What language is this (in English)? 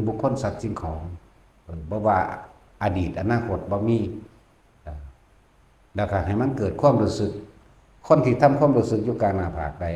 Lao